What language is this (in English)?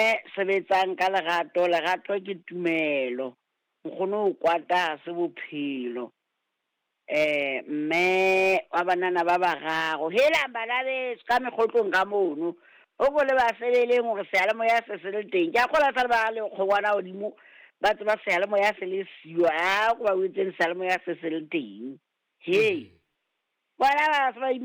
Southern Sotho